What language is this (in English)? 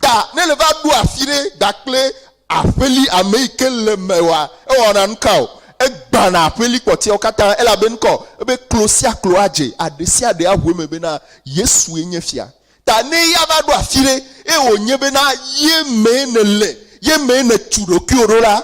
Ewe